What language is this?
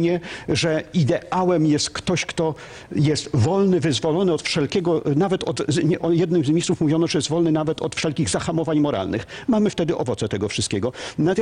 Polish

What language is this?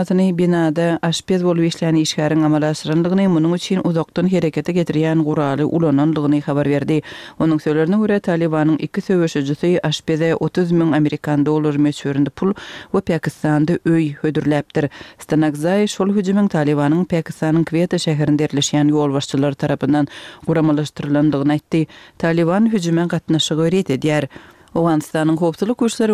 Turkmen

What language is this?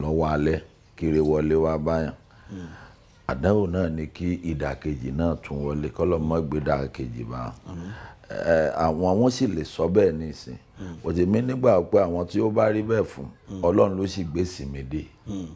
Yoruba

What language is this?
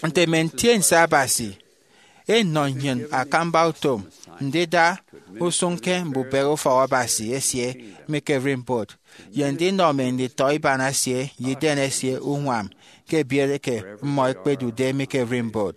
Efik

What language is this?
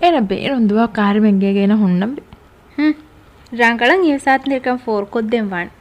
Divehi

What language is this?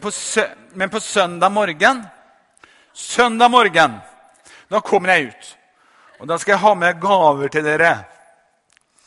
Norwegian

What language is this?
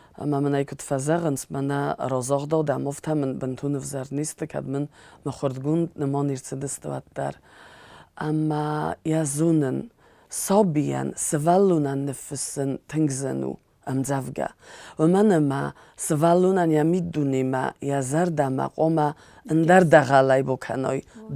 Ossetic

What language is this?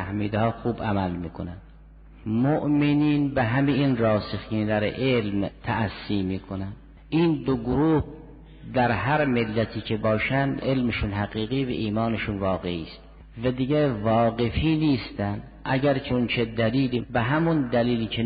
Persian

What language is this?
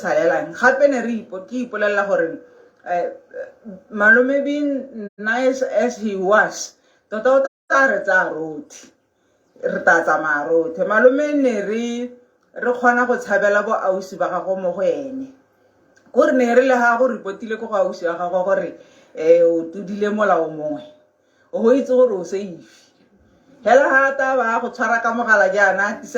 Tswana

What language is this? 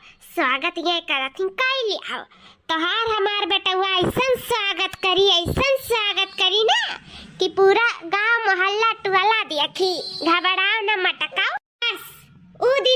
Awadhi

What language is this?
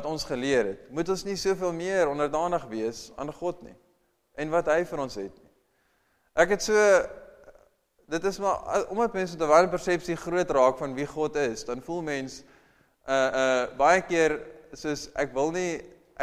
Afrikaans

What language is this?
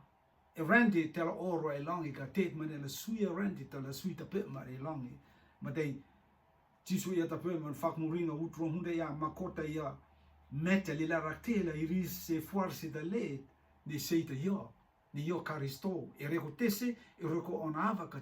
Rotuman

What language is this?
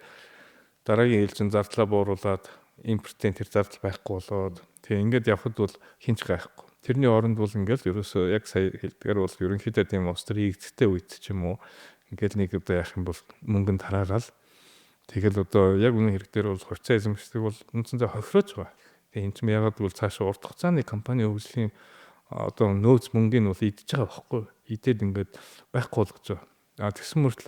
Mongolian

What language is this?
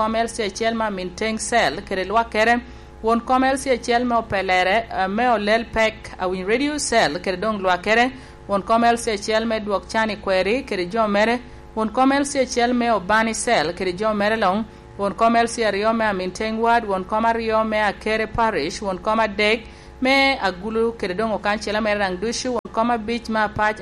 Lango (Uganda)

